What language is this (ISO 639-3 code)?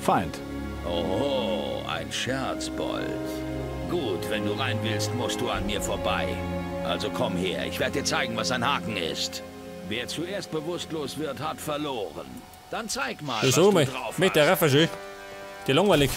bar